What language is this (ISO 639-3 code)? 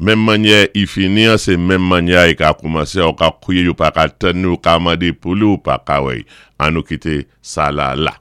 acf